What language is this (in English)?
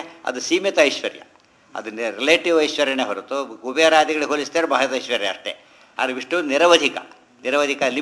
Kannada